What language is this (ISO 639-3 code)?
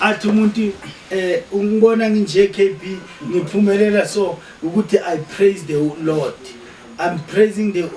zul